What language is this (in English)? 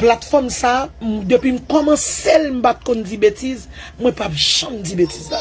Haitian Creole